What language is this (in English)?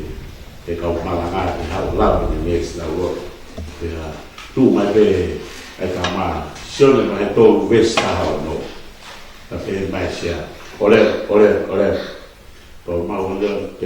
Tongan